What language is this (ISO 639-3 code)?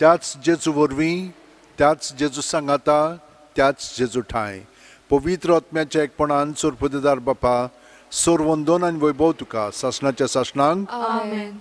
kok